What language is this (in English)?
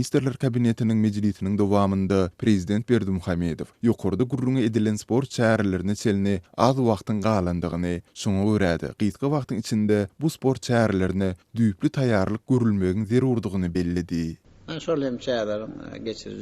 Turkmen